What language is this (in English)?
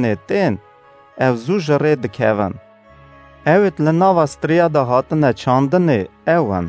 Kurdish